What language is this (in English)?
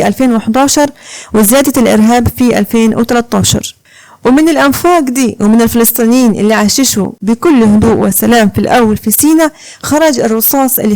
Egyptian Arabic